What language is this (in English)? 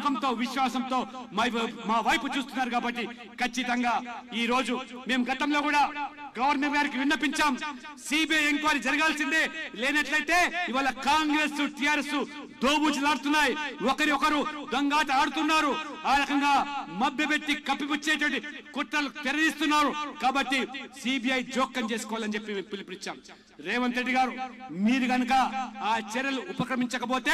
Telugu